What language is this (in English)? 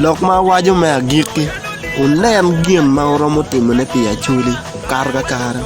Acoli